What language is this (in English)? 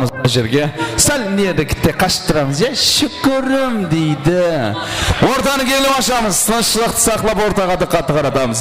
Kara-Kalpak